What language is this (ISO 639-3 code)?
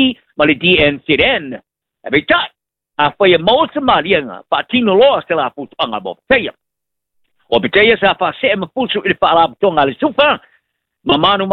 smo